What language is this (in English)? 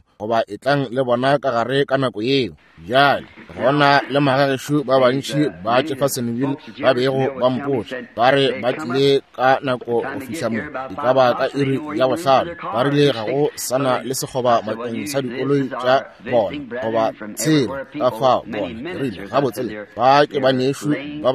Northern Sotho